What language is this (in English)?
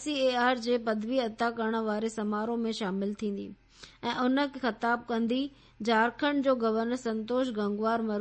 Sindhi